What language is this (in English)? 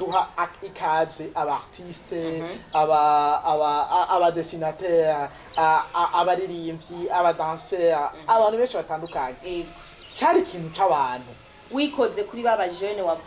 Rundi